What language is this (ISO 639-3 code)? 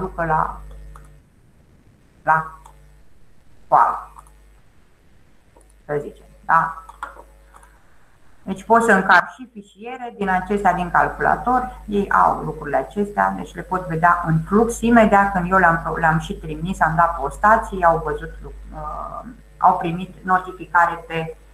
ron